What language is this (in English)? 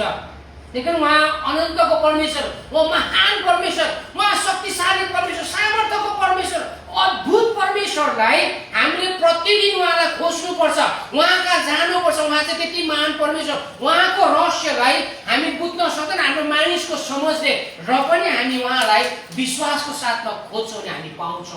Nepali